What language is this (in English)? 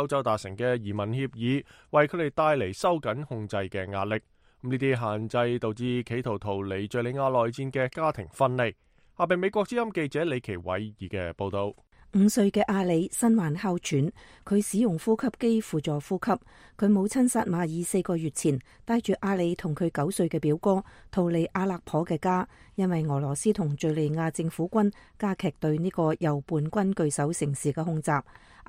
Cantonese